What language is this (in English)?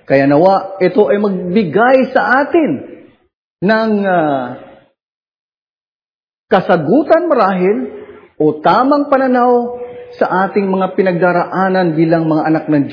Filipino